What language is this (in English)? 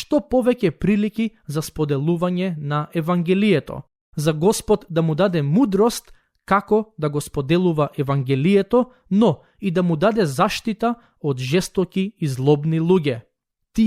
Macedonian